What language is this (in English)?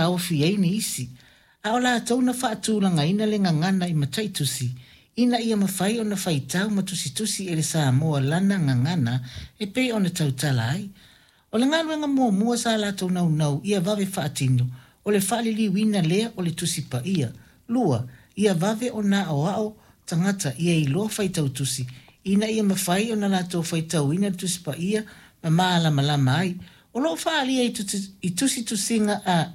Samoan